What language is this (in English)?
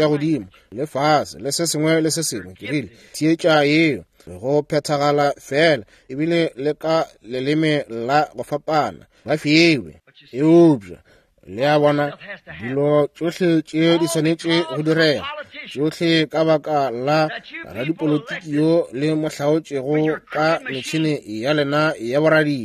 Northern Sotho